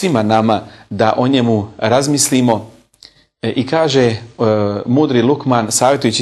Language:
Bosnian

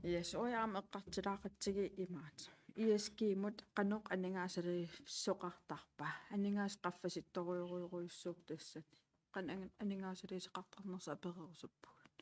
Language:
Kalaallisut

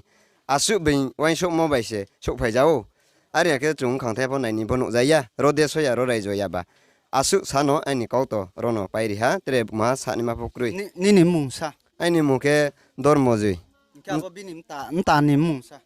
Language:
Riang (India)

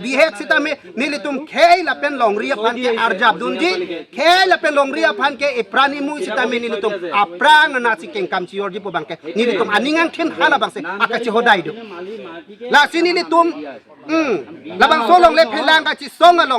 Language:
Karbi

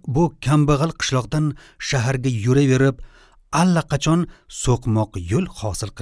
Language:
Uzbek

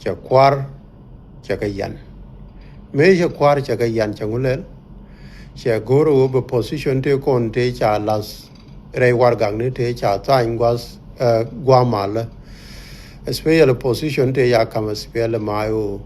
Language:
Nuer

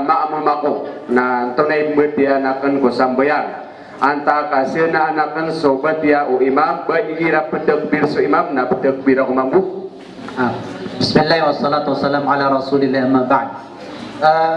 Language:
Maranao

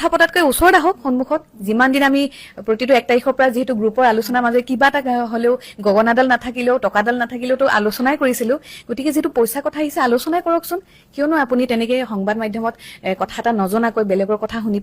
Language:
Assamese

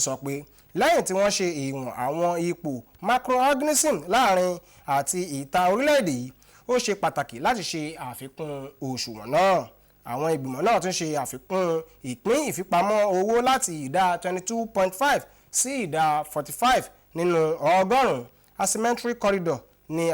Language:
Yoruba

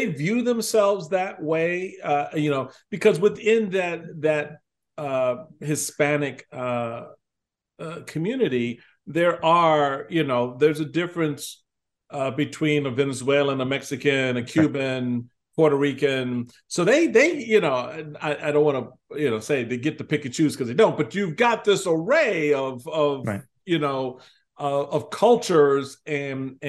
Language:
English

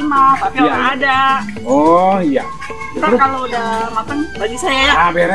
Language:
Betawi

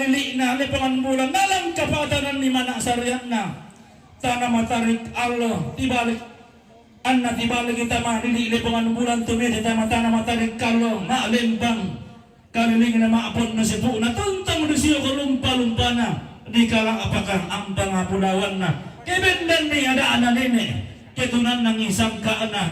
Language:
Toraja-Sa'dan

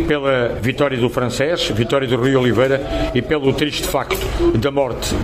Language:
Portuguese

